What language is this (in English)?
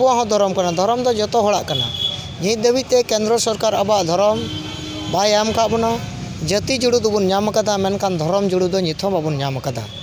Santali